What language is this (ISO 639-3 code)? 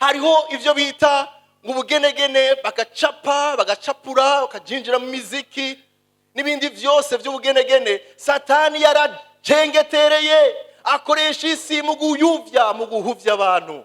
run